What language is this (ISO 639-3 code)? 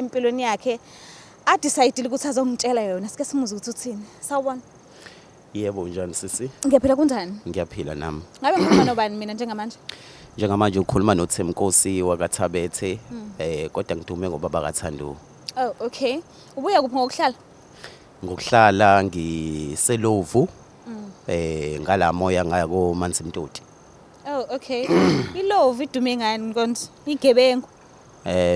zul